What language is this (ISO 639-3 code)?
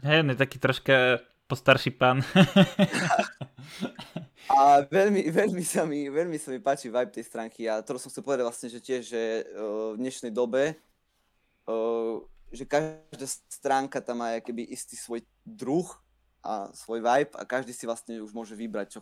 slk